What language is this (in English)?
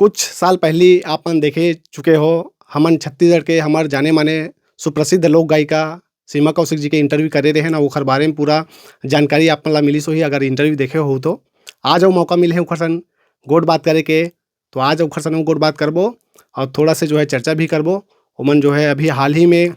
Chhattisgarhi